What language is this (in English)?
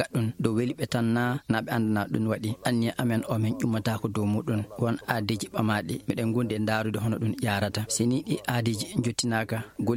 Fula